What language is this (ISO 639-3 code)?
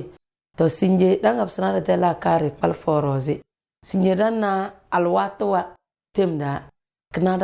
kdh